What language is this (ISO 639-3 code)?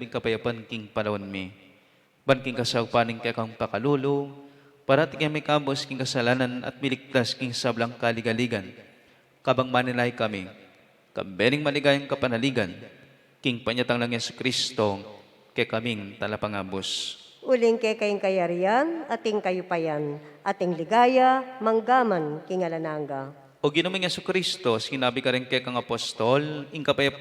pam